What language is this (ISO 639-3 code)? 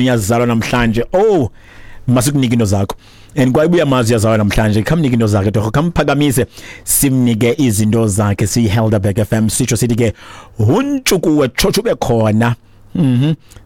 xho